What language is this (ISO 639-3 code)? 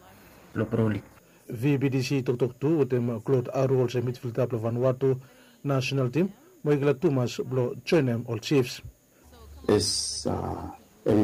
bis